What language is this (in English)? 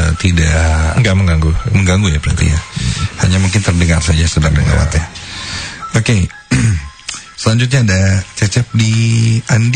Indonesian